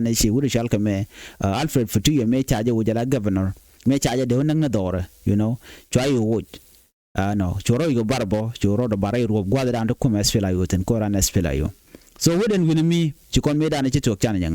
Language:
Nuer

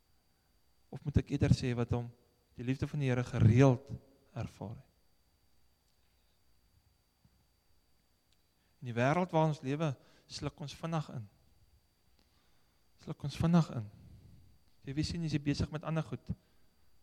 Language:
Afrikaans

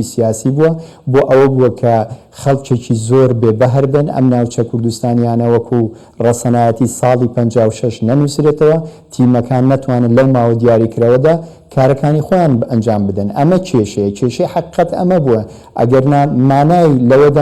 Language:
Central Kurdish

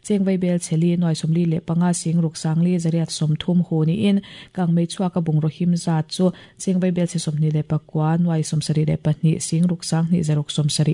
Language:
Mizo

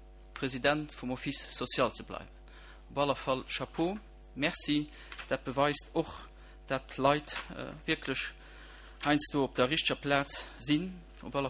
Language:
Luxembourgish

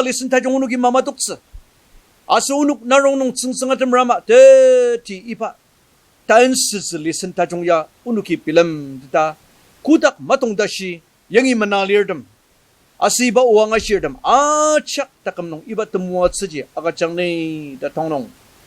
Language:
Ao Naga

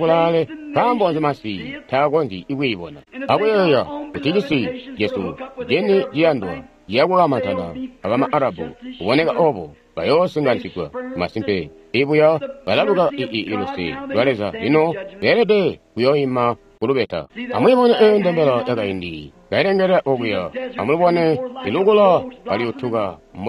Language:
Tonga (Zambia)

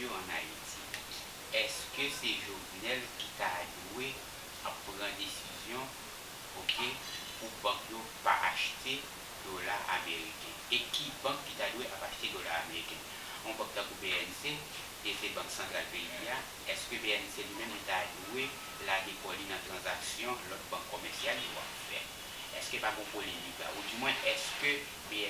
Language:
Haitian Creole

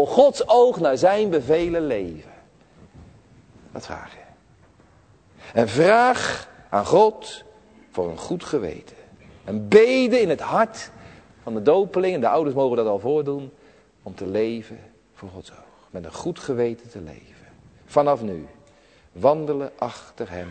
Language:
Dutch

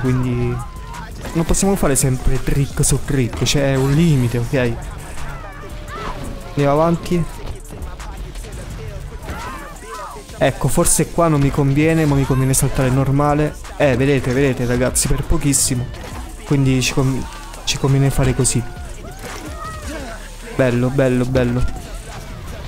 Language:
Italian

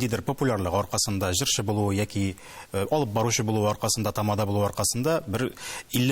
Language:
Tatar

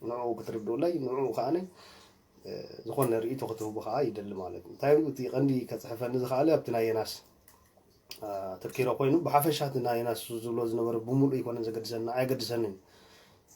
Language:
Tigrinya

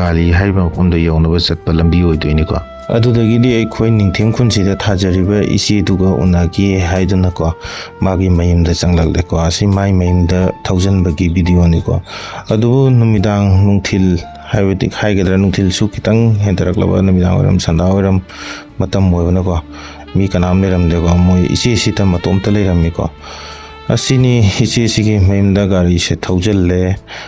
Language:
Manipuri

